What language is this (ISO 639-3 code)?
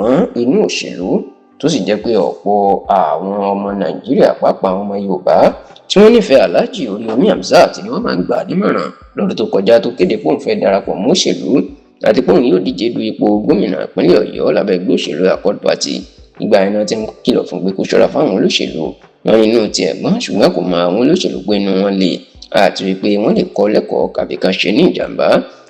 yor